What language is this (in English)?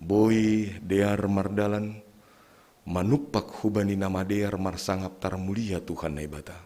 Batak Simalungun